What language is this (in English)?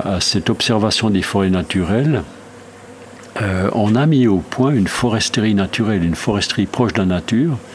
French